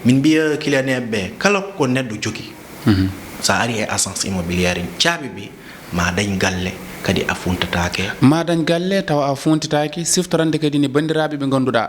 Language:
Fula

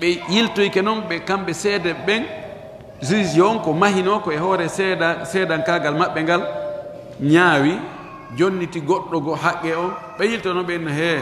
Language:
Fula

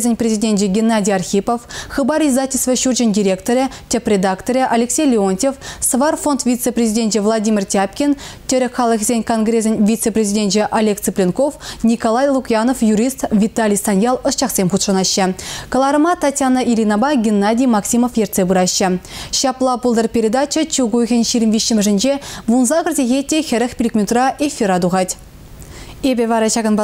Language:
Chuvash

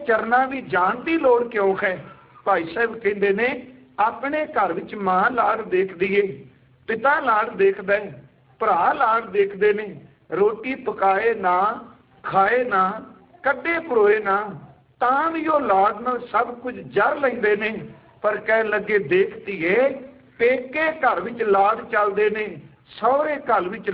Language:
Punjabi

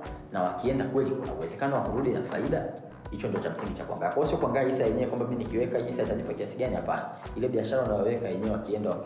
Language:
Swahili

